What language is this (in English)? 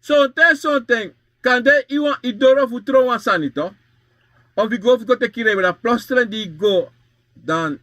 Sranan Tongo